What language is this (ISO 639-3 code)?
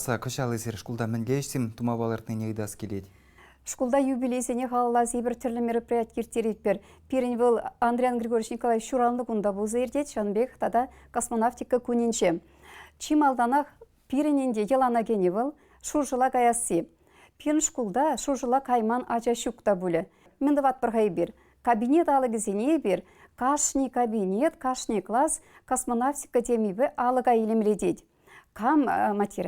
chv